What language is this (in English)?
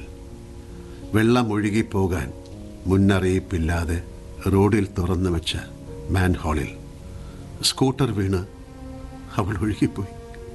Malayalam